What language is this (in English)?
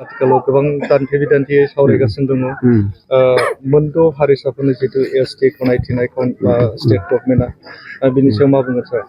Bodo